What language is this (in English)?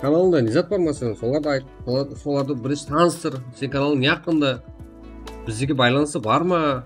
Kara-Kalpak